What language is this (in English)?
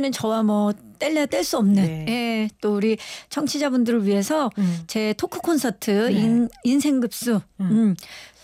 Korean